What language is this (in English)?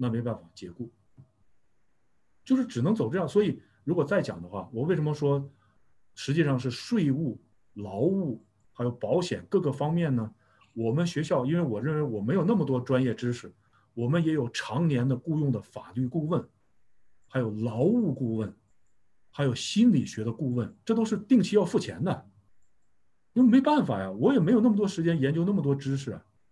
Chinese